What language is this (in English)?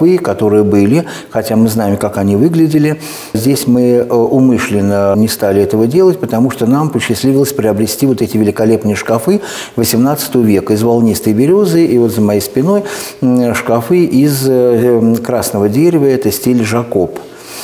Russian